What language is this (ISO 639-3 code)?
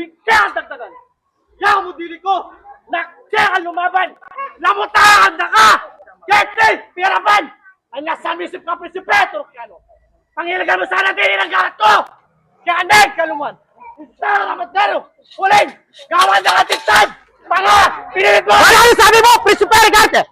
pam